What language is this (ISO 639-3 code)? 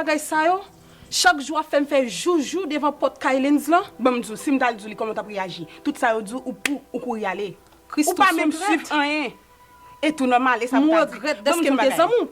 hat